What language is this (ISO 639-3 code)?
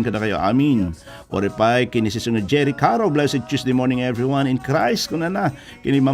ilo